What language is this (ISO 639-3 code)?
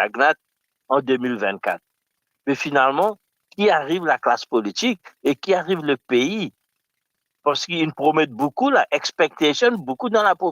mfe